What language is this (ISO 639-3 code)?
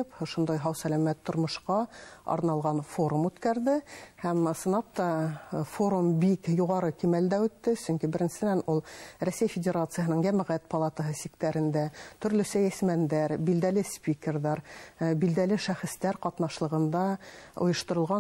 bak